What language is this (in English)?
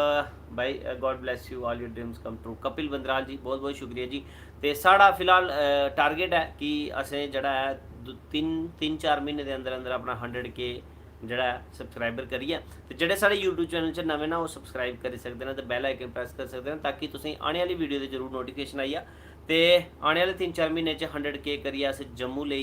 Dogri